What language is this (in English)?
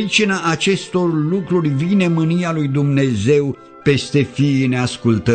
Romanian